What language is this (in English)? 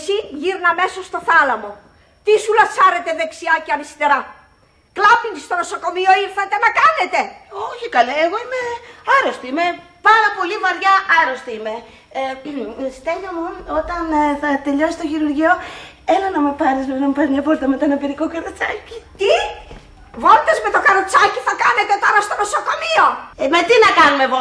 Greek